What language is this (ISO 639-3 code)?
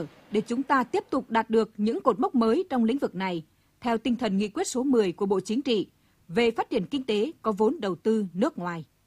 vie